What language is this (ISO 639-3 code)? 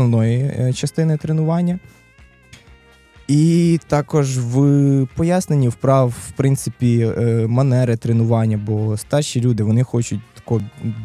ukr